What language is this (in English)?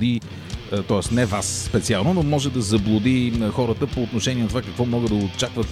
Bulgarian